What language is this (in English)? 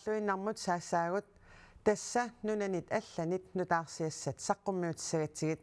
Kalaallisut